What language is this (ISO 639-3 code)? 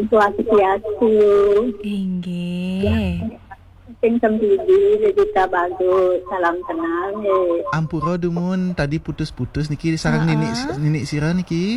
ban